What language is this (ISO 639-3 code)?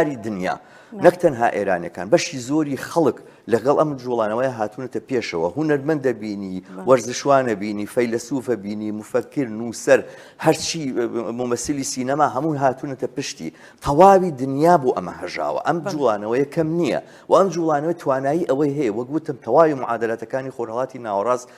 ckb